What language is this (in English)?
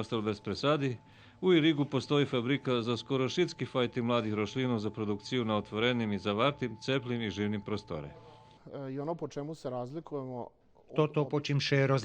Rusyn